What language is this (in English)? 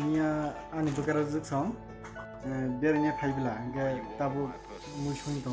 Kok Borok